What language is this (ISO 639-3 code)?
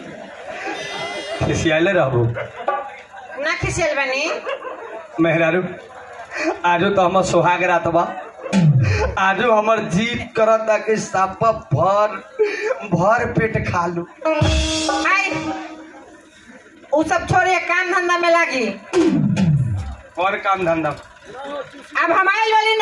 bho